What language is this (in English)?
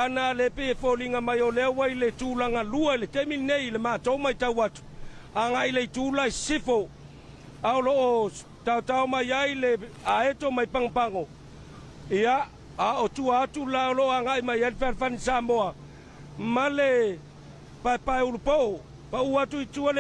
Samoan